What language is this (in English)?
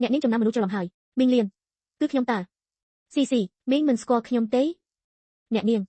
Khmer